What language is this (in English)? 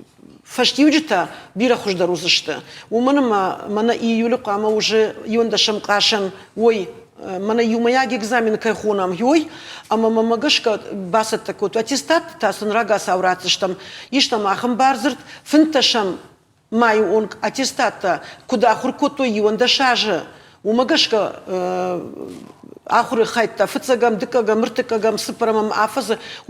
Ossetic